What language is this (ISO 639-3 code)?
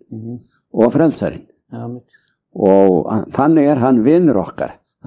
isl